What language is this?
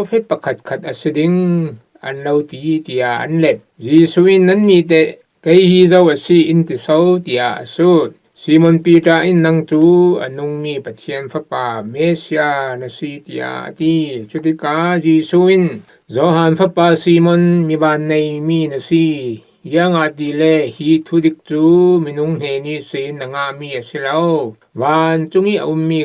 Falam Chin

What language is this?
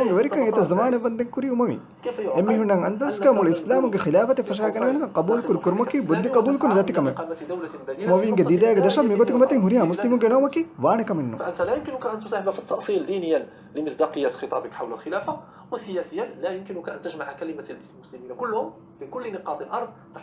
Divehi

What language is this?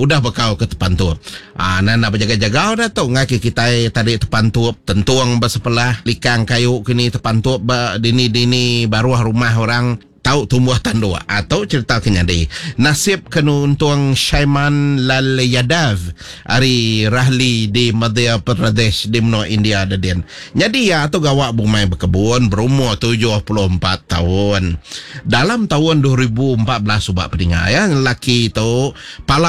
Iban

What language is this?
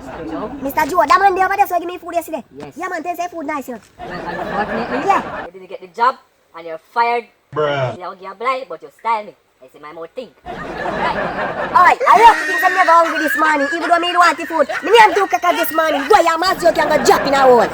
Jamaican Creole English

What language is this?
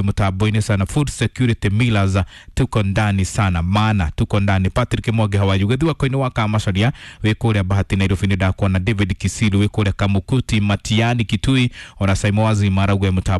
Kikuyu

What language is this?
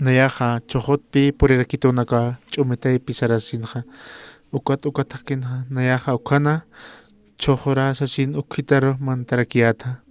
Aymara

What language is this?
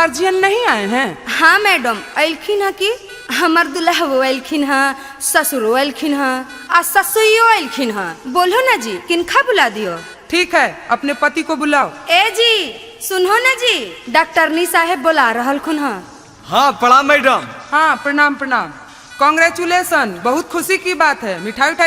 Magahi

